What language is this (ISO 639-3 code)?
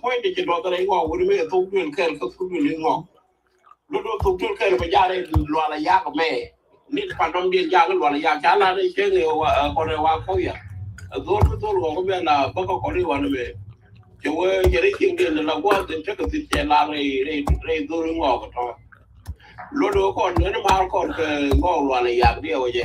nus